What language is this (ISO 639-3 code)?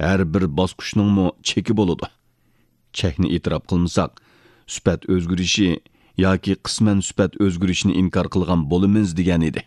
uig